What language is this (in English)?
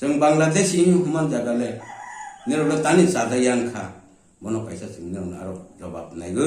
Kok Borok